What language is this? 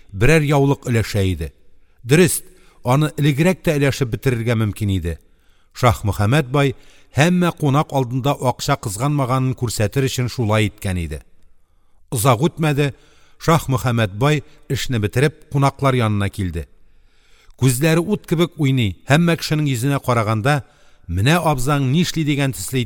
Tatar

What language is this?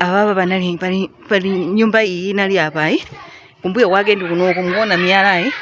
Nyanja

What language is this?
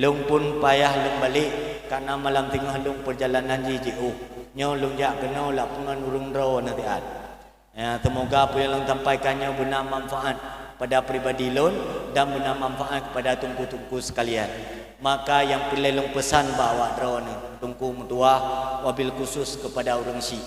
Achinese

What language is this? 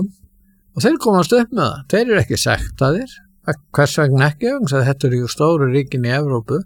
Icelandic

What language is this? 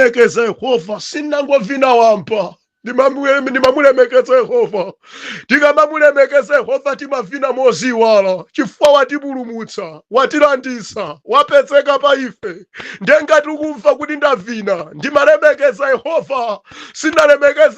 Nyanja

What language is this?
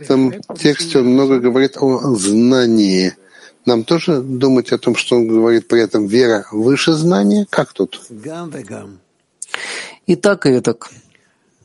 Russian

